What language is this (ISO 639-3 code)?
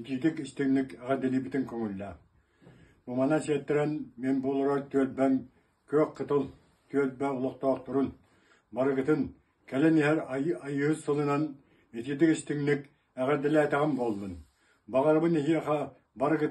sah